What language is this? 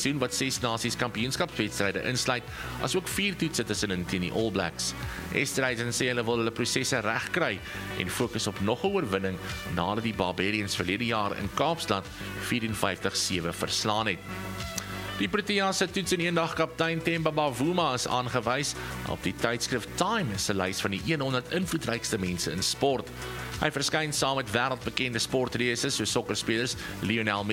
Afrikaans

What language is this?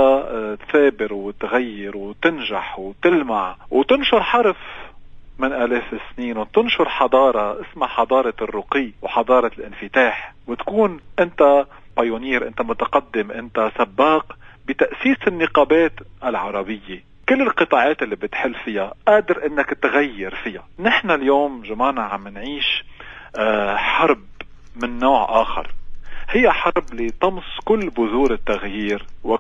North Levantine Arabic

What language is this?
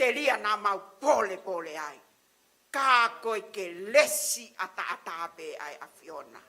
Tongan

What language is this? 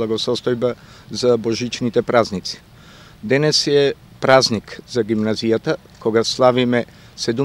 Macedonian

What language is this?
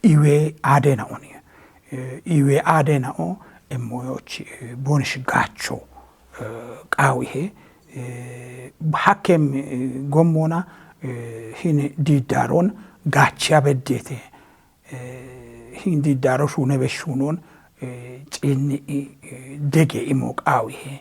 Kafa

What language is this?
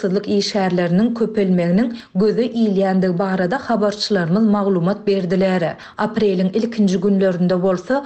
Turkmen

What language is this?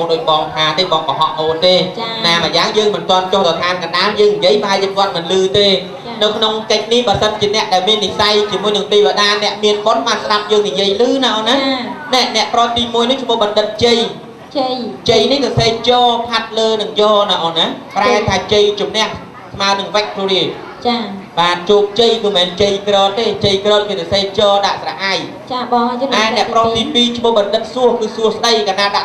Khmer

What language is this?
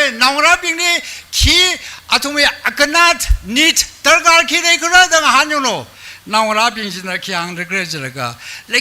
Tangkhul Naga (India)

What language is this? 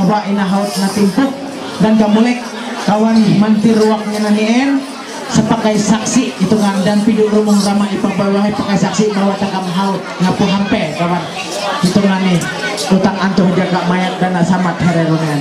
Ma'anyan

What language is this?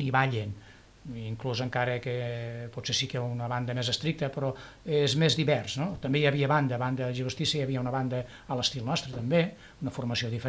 Catalan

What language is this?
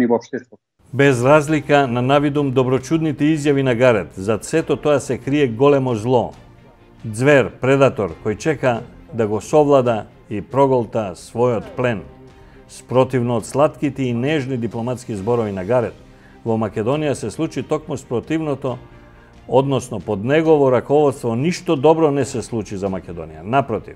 Macedonian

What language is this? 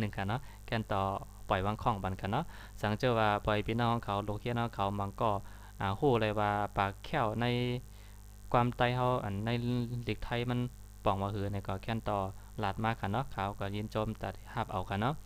Shan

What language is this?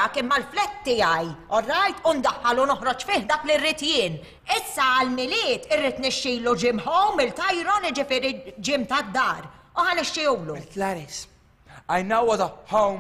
Maltese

